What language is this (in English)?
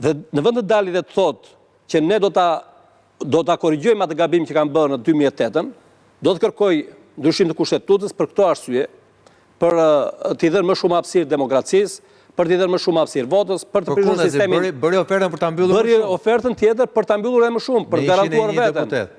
Albanian